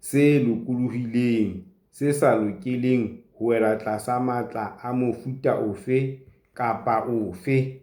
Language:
Southern Sotho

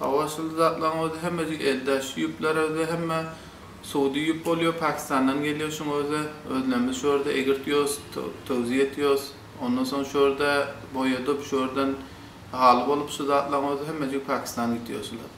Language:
Turkmen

